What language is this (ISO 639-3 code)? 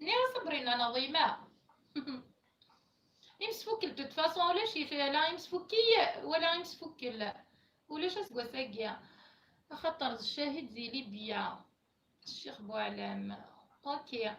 kab